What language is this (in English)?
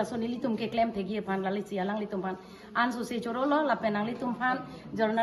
Karbi